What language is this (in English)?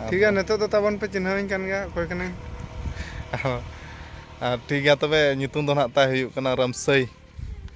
Santali